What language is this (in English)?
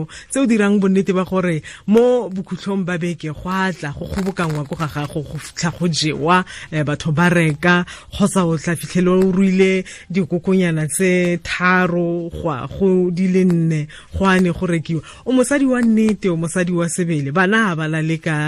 Tswana